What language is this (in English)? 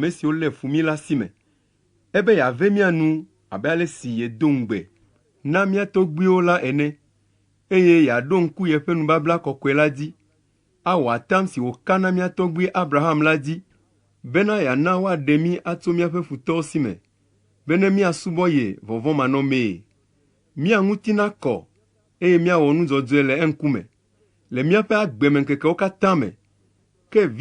Ewe